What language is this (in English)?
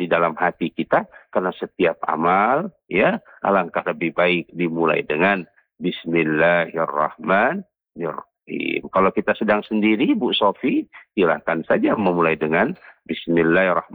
Indonesian